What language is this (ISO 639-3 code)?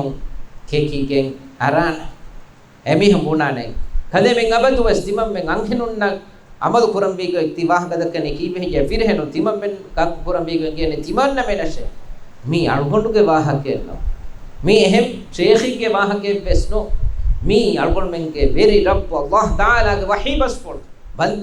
div